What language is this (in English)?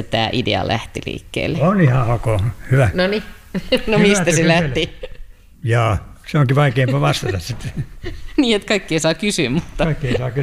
Finnish